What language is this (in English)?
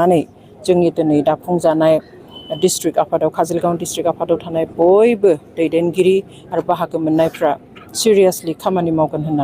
Bodo